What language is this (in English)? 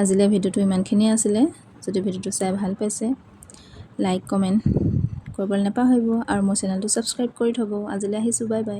Assamese